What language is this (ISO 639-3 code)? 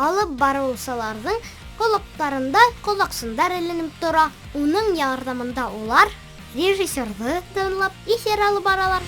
bak